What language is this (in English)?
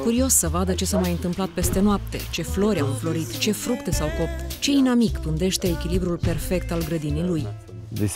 Romanian